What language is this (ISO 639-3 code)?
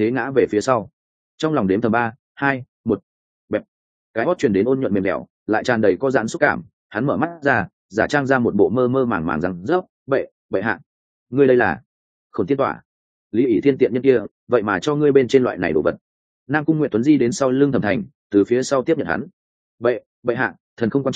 vie